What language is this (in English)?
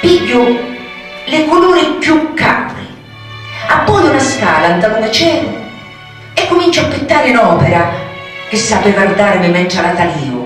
Sicilian